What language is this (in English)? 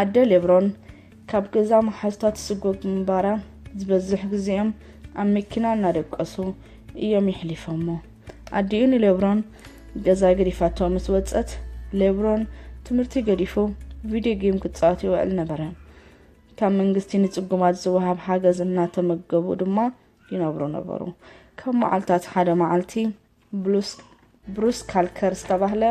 Tigrinya